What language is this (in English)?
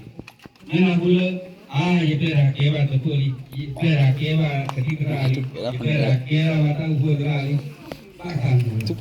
S'gaw Karen